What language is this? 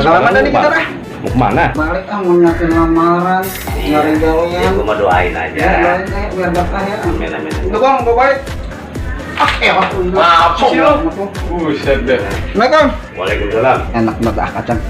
Betawi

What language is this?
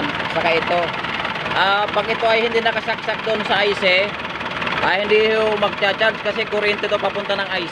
Filipino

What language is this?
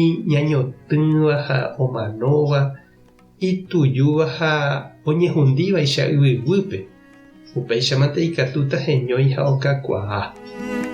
Guarani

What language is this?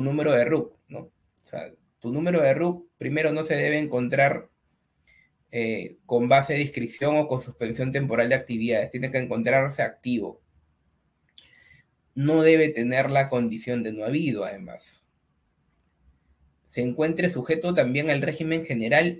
Spanish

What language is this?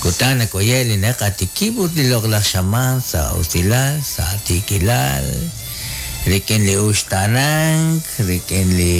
Kekchí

